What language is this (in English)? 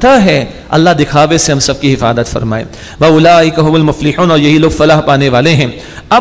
Urdu